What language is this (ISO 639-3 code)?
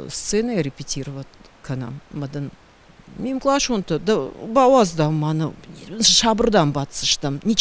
oss